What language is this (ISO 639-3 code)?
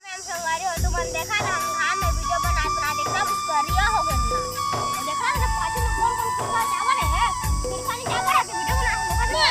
hne